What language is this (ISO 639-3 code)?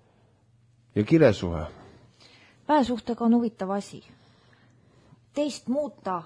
est